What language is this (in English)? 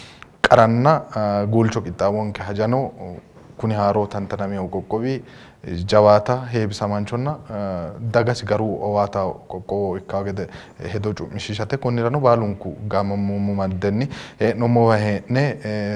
Sidamo